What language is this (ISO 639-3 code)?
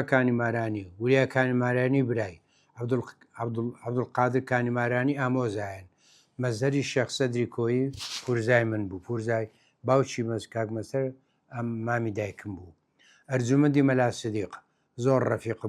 ckb